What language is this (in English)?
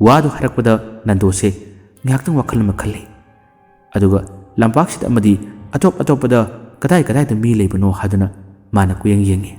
Manipuri